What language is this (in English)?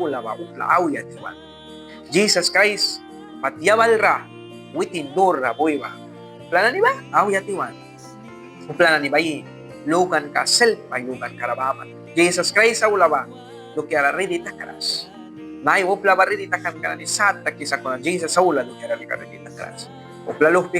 Mískito